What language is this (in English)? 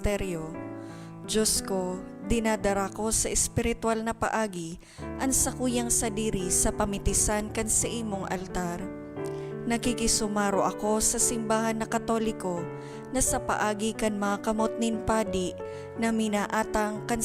Bikol